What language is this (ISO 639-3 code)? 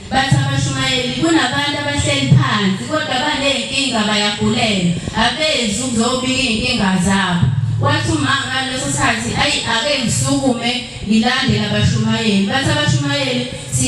zul